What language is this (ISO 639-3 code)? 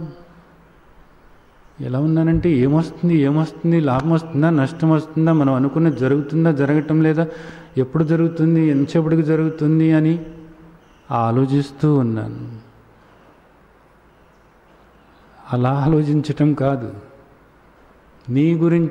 tel